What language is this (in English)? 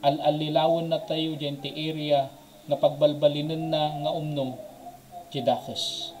Iloko